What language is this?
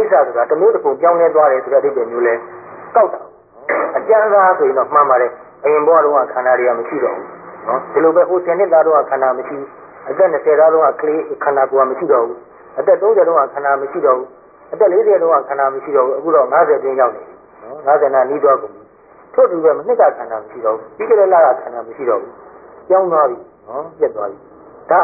Burmese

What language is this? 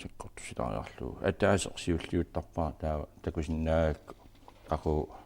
Kalaallisut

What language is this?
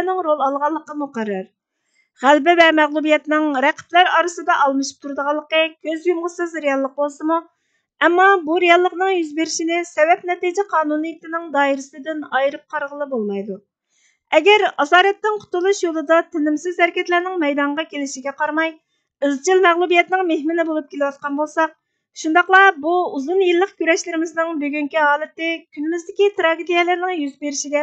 Uyghur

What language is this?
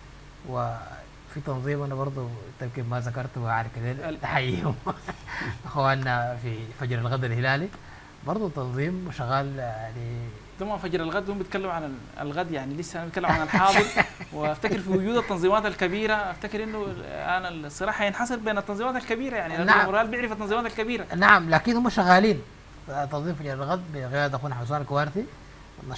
Sudanese Arabic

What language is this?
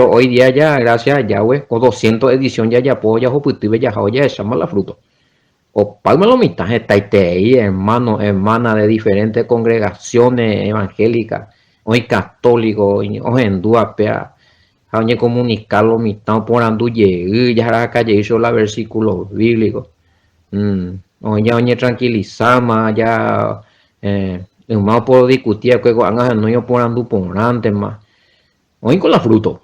Guarani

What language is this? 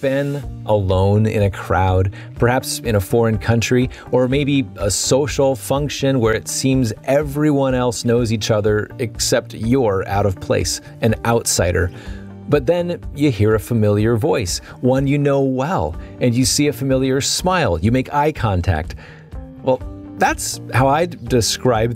English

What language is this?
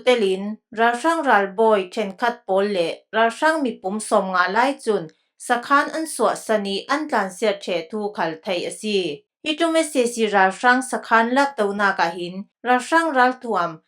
Falam Chin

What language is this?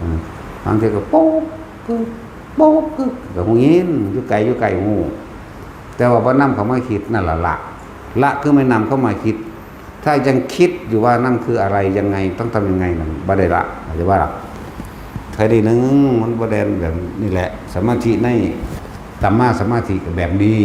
Lao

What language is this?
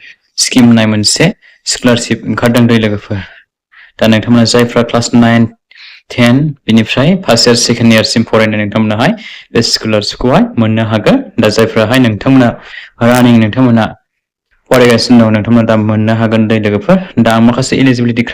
Bodo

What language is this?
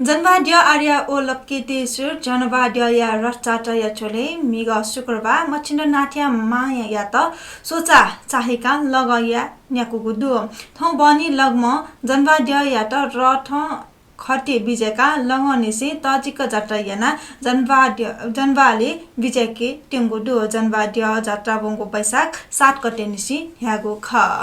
Newari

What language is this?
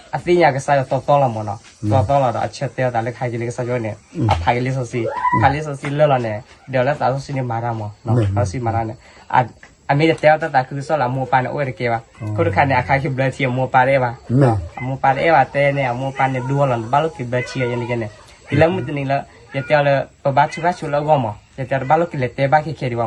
S'gaw Karen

